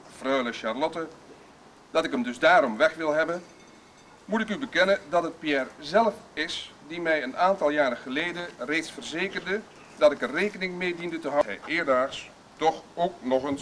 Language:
Dutch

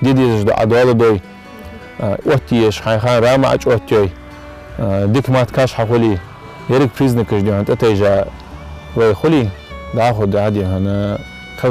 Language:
Ingush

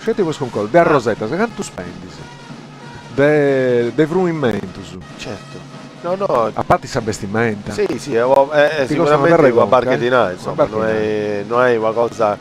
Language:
Sardinian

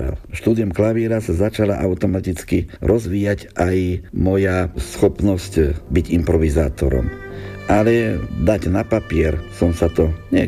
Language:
Slovak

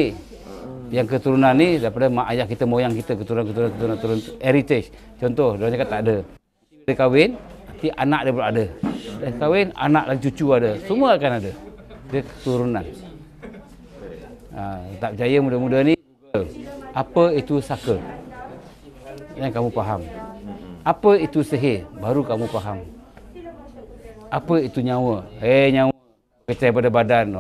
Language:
Malay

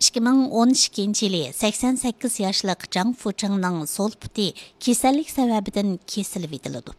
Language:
Uyghur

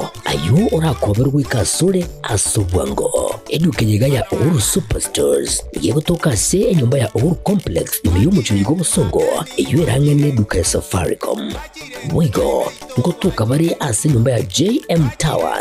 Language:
Gusii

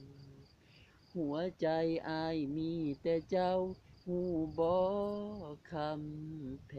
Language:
Lao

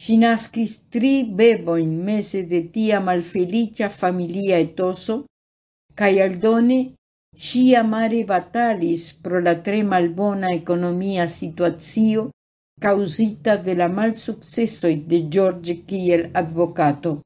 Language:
Esperanto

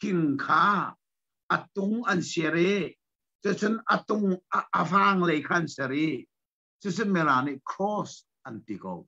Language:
Hakha Chin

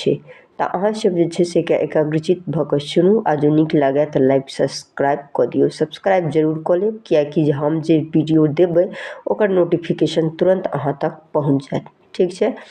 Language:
Maithili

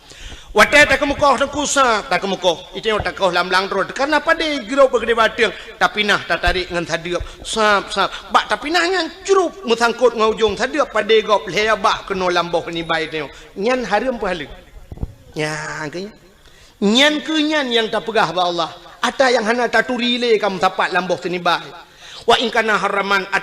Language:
Achinese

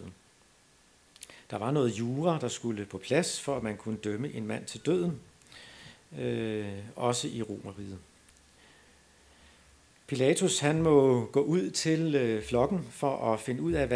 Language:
Danish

